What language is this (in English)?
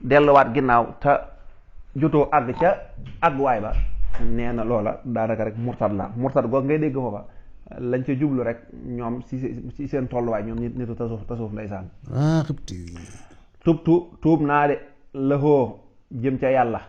Wolof